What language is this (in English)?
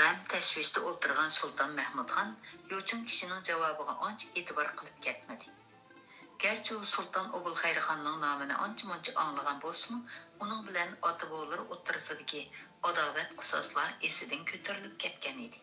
Uyghur